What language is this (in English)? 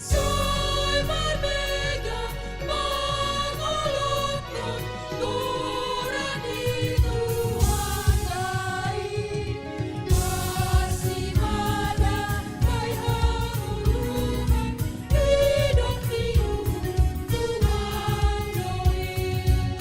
Batak Simalungun